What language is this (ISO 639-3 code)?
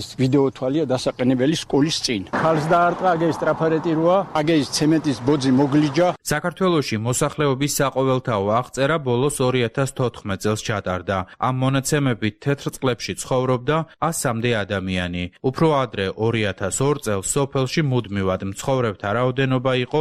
kat